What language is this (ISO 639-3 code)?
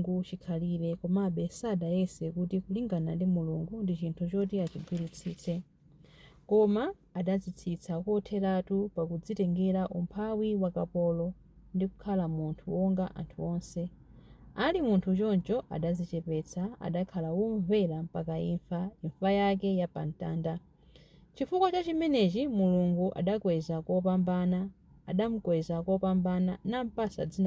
nya